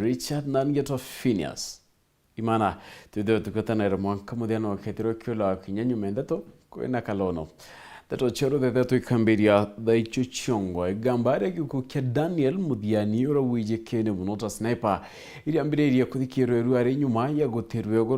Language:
Meru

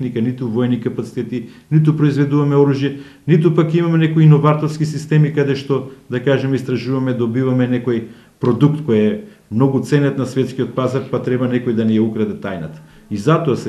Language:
Macedonian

